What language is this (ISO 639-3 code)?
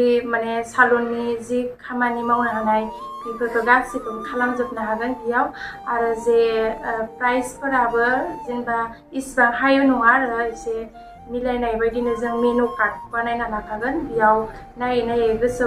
brx